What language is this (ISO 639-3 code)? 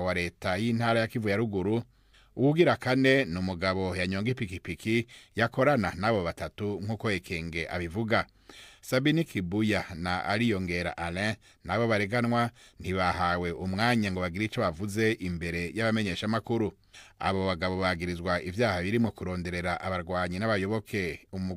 run